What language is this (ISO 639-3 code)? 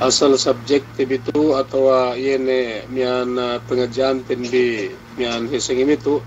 yka